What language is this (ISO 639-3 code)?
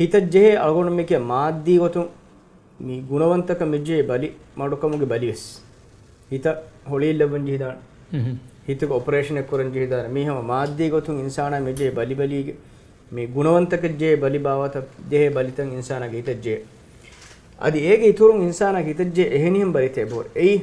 div